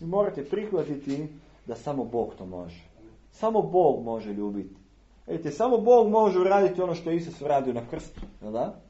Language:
Serbian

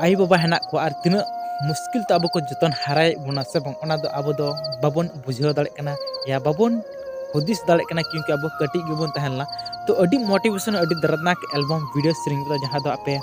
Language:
Santali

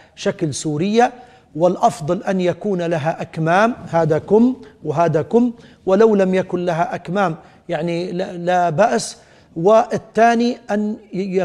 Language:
Arabic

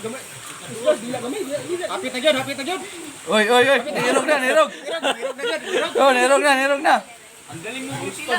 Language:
Cebuano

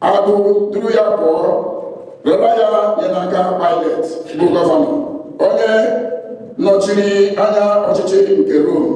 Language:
Igbo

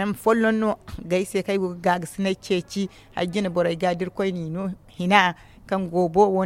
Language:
Zarma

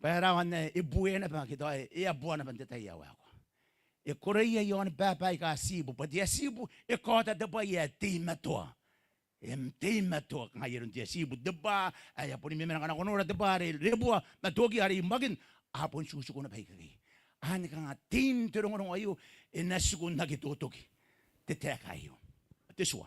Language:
Gilbertese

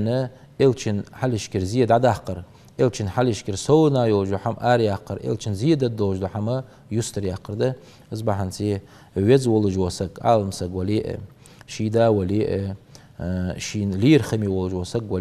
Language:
Ingush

